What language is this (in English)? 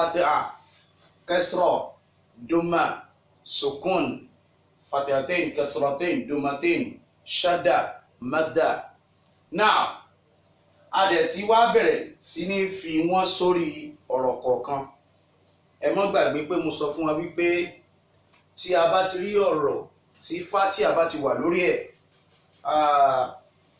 Yoruba